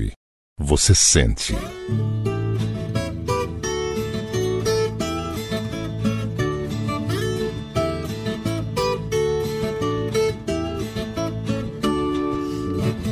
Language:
Portuguese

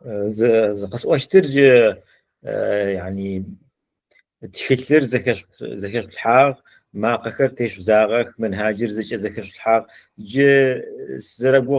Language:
Adyghe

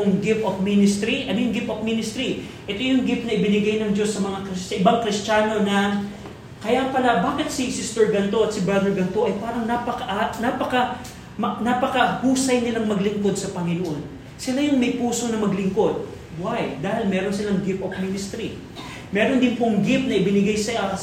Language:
Filipino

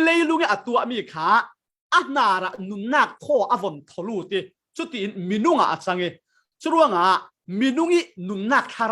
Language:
Falam Chin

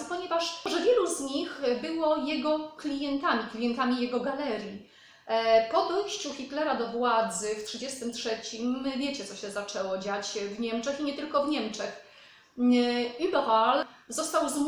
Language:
Polish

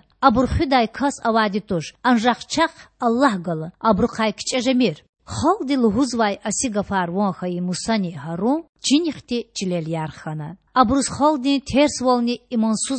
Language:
Lezghian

